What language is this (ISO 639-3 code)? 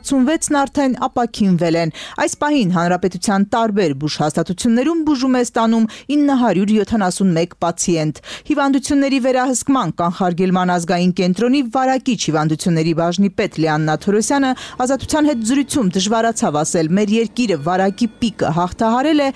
hye